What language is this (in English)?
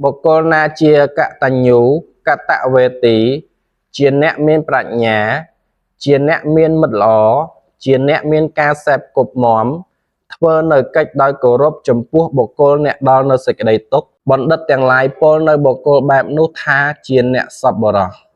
Khmer